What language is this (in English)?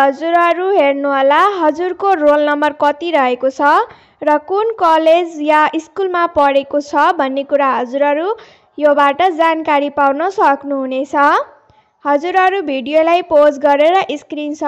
Nepali